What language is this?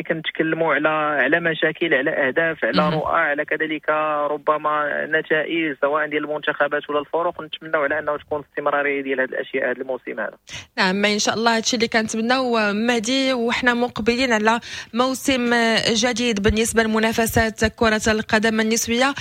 Moroccan Arabic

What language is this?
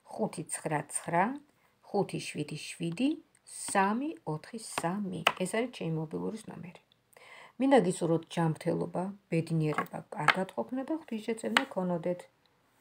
Georgian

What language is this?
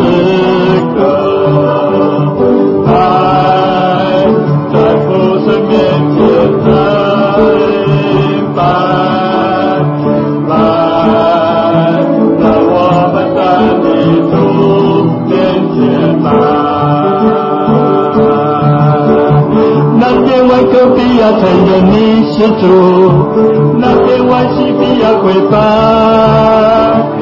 Chinese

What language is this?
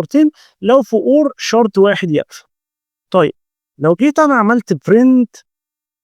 Egyptian Arabic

